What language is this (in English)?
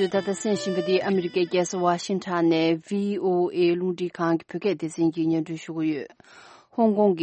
Tibetan